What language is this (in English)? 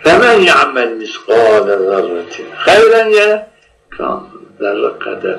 Zaza